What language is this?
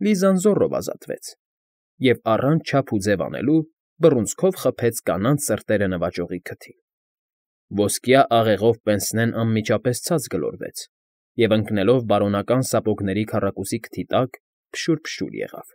Armenian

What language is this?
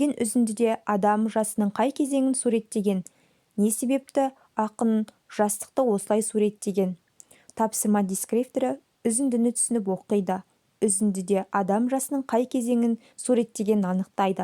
Kazakh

